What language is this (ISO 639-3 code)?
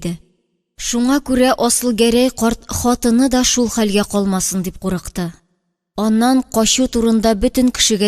tat